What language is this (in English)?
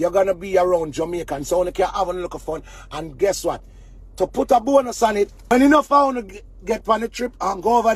Jamaican Creole English